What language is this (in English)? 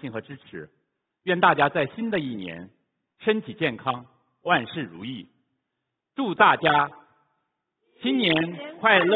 Chinese